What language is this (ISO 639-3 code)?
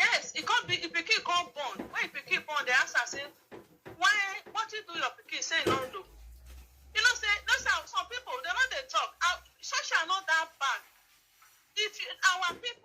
pcm